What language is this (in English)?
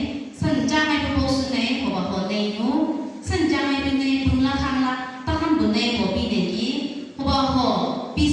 Chang Naga